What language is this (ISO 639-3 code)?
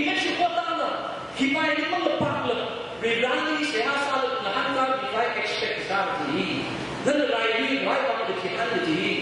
nmf